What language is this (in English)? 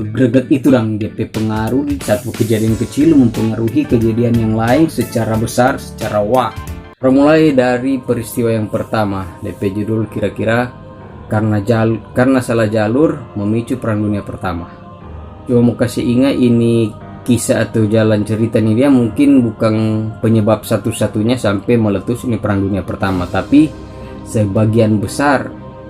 Manado Malay